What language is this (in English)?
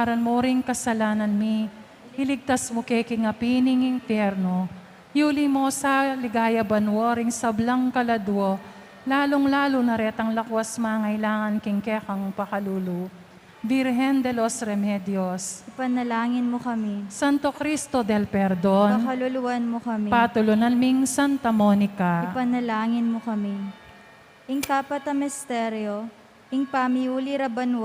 Pampanga